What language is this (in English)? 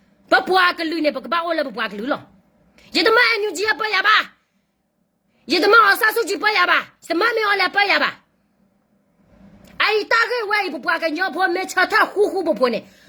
S'gaw Karen